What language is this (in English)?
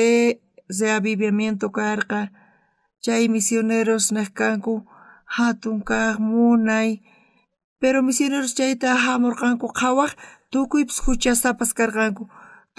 South Bolivian Quechua